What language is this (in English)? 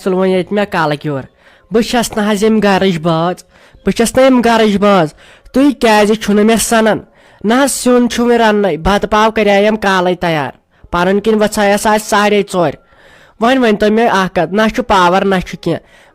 Kashmiri